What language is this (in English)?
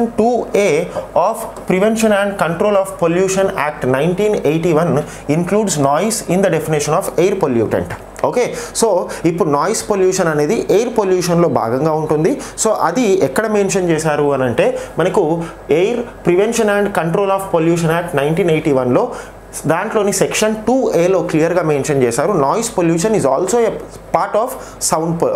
Telugu